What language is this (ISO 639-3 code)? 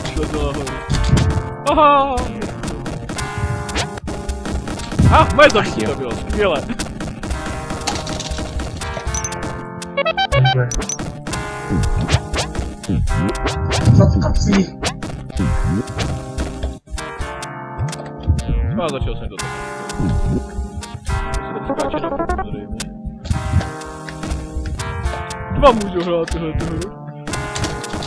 ces